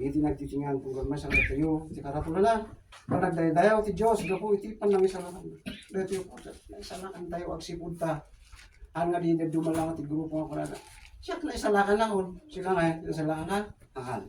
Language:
Iloko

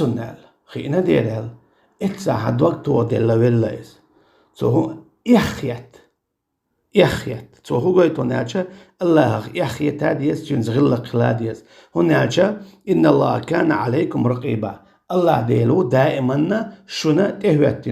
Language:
Chechen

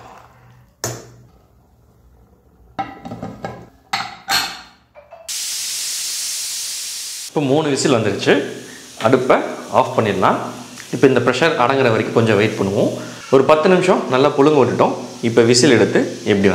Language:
Tamil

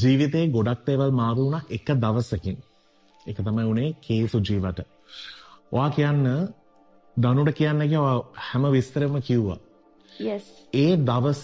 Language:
Sinhala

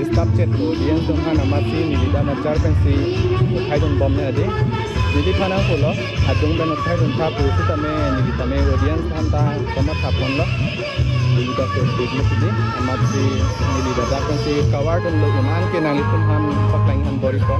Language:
Karbi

